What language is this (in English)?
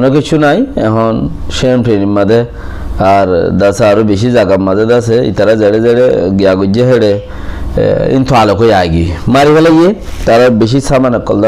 Rohingya